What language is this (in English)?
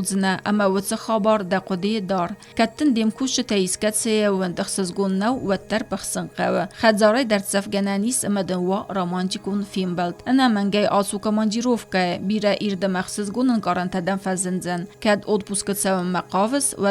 Ossetic